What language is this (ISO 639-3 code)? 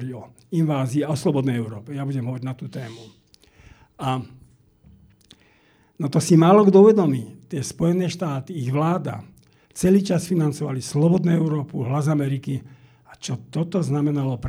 slk